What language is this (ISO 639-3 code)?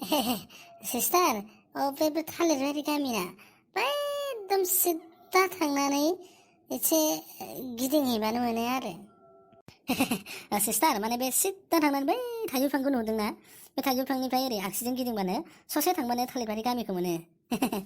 brx